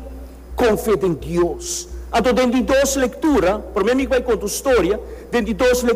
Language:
Papiamento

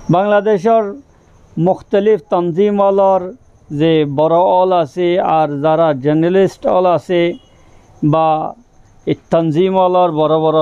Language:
Rohingya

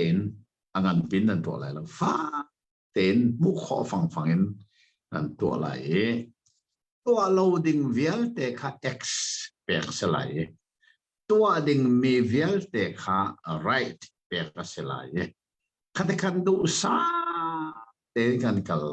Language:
Hakha Chin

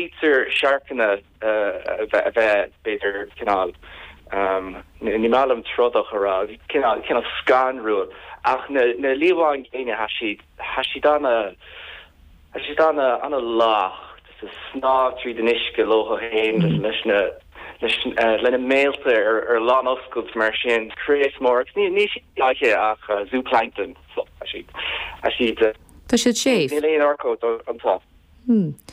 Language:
Irish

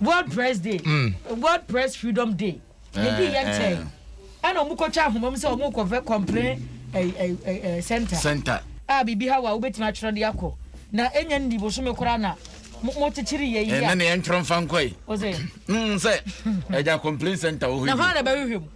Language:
Akan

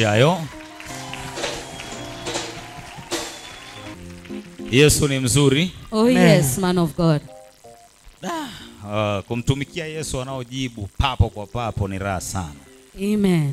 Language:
Swahili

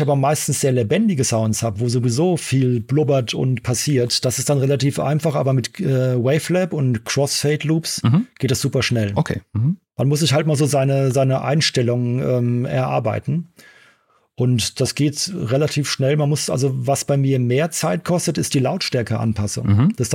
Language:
German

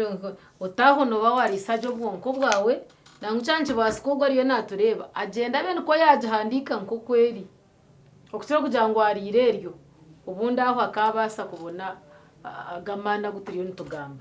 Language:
Nyankole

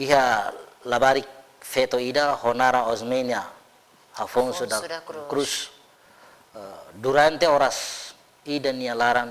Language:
Tetum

